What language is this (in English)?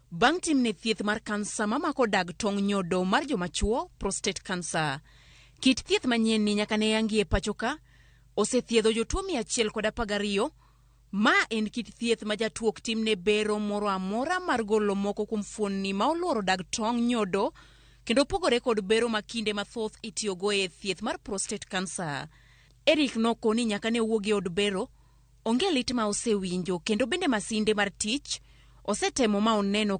Luo (Kenya and Tanzania)